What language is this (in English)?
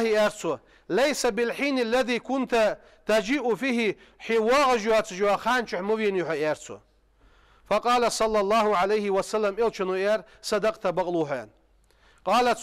Ingush